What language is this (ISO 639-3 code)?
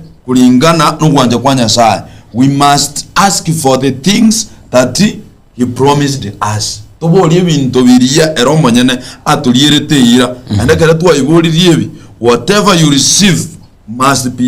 guz